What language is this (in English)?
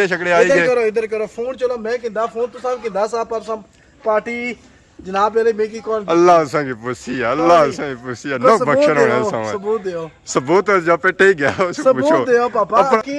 Pahari-Potwari